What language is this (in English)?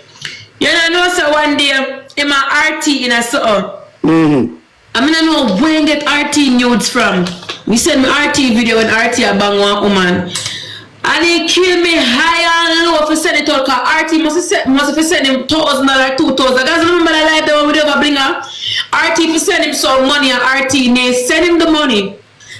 Jamaican Creole English